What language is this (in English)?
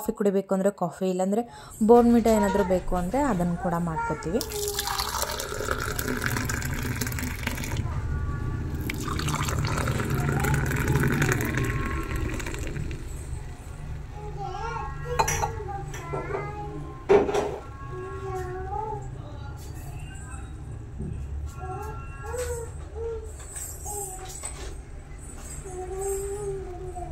Kannada